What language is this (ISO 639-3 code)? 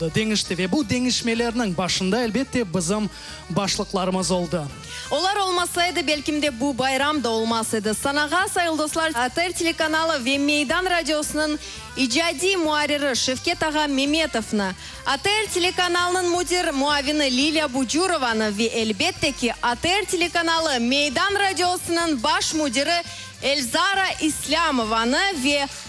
crh